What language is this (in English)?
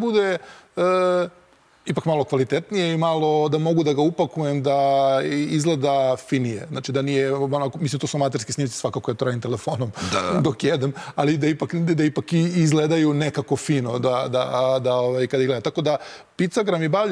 Serbian